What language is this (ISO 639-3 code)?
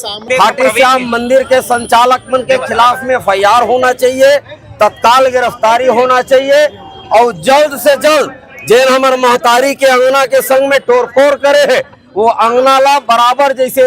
hne